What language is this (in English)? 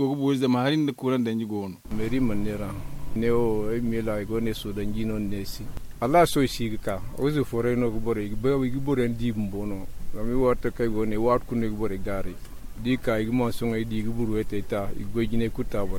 Zarma